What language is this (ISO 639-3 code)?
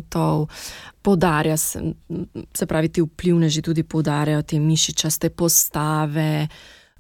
slv